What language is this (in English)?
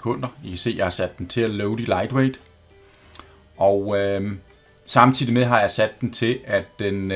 Danish